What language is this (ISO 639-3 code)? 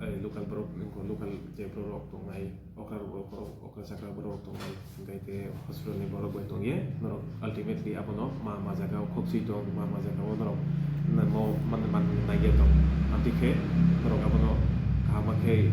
ria